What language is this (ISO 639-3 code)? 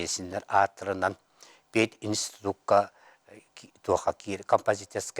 sah